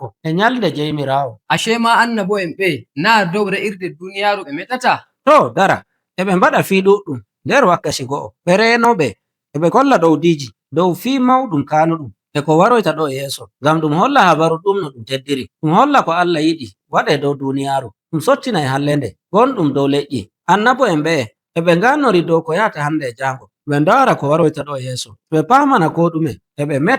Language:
Nigerian Fulfulde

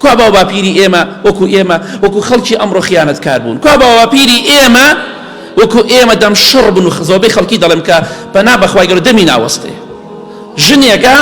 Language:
Central Kurdish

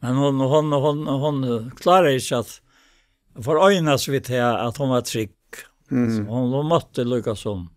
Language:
Faroese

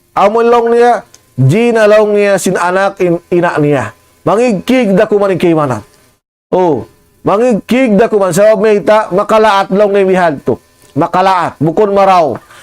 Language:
Tausug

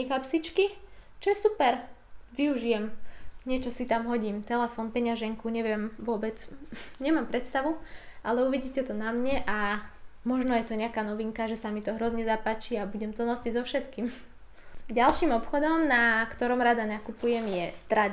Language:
Slovak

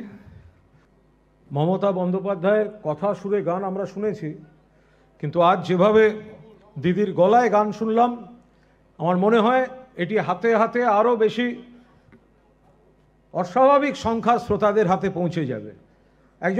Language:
Bangla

